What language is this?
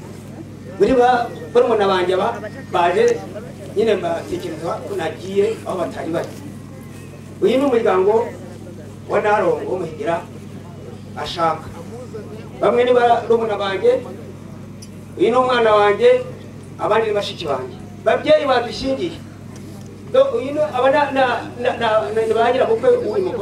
Kinyarwanda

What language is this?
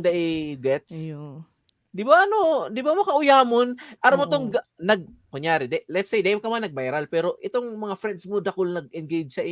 Bikol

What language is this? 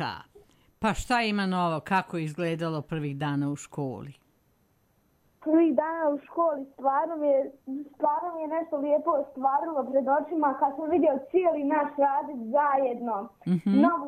Croatian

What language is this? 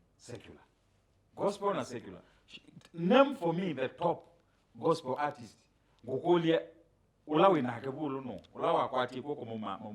Kamba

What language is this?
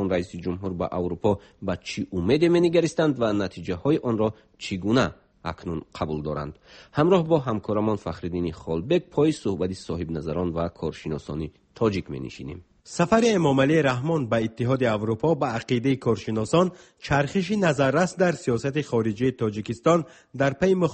Persian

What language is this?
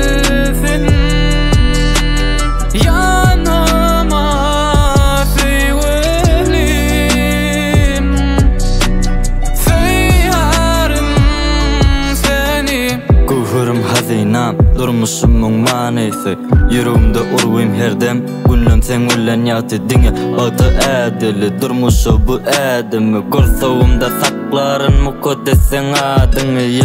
Turkish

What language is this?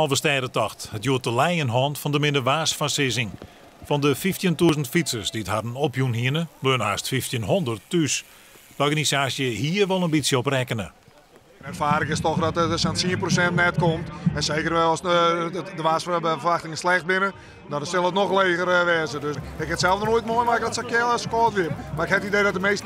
Western Frisian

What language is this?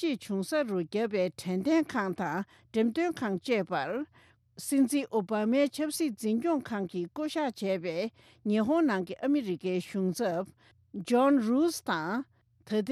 Tibetan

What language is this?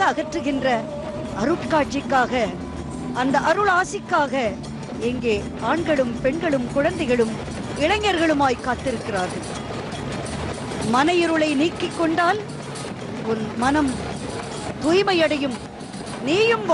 Tamil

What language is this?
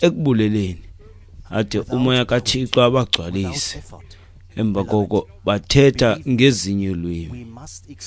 Xhosa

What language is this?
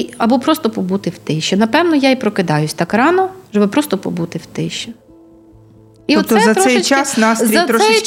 Ukrainian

